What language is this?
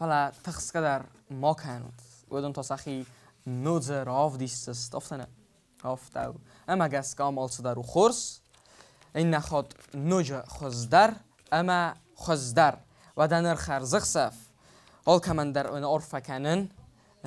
Ossetic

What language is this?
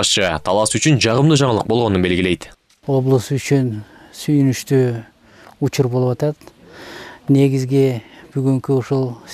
Kyrgyz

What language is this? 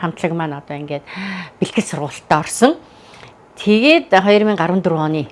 Mongolian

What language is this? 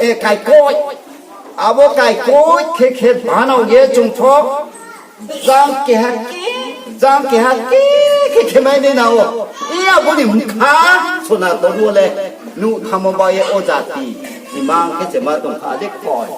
Riang (India)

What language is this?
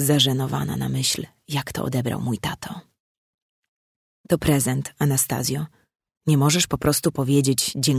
Polish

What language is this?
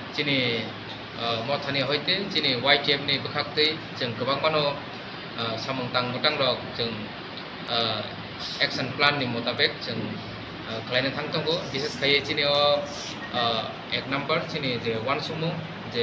Kok Borok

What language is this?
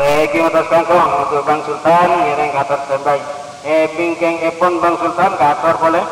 Madurese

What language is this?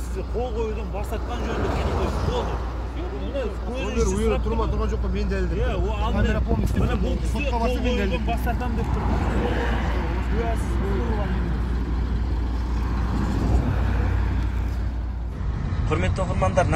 Kazakh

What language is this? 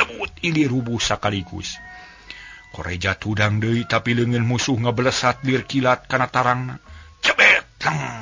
Sundanese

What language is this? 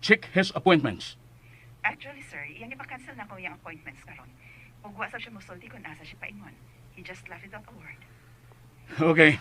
Cebuano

